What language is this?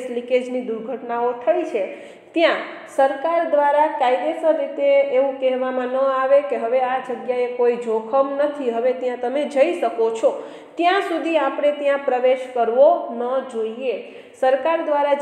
Gujarati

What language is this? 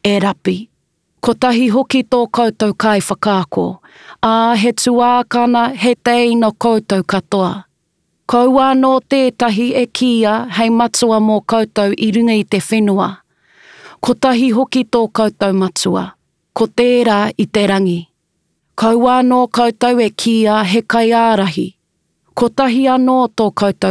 Māori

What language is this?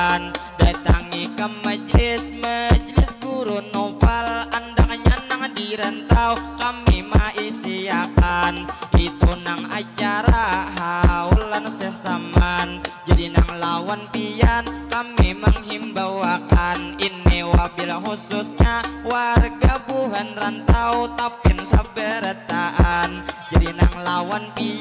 Banjar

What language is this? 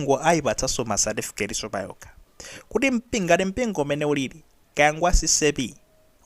Nyanja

